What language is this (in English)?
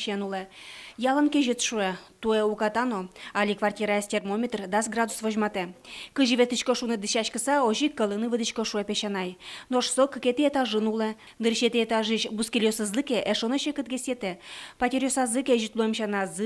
Udmurt